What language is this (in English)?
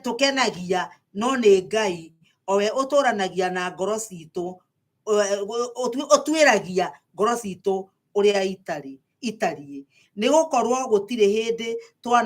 Kikuyu